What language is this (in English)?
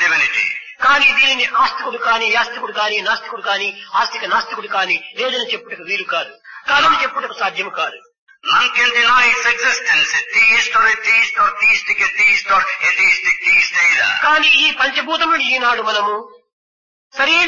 Telugu